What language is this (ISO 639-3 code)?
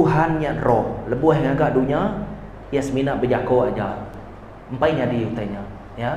iba